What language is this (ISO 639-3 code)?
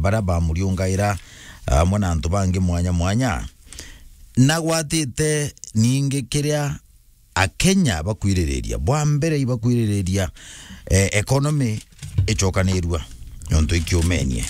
mer